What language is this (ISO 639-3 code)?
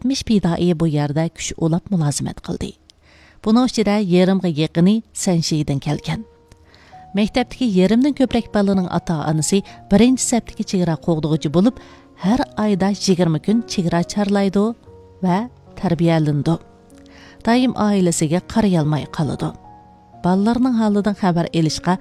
uig